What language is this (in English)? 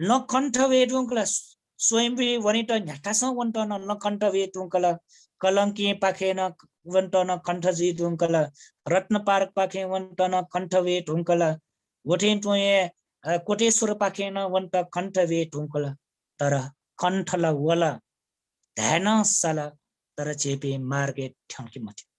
Newari